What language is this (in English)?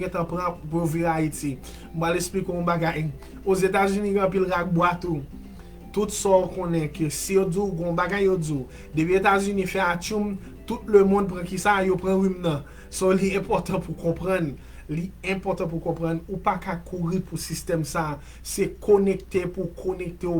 Haitian Creole